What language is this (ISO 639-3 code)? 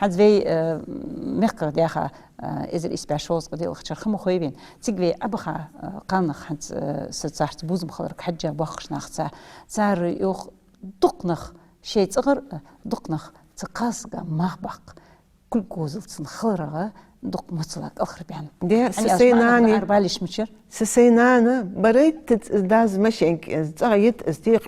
inh